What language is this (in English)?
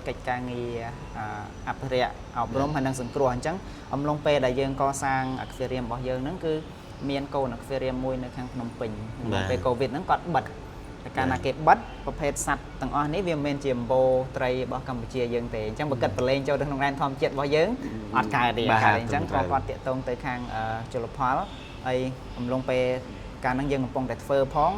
Khmer